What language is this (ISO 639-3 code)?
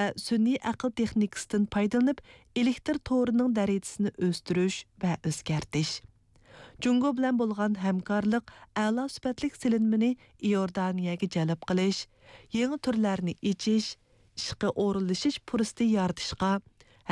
uig